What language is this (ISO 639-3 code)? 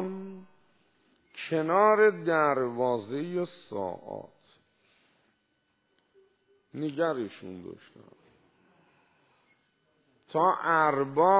fas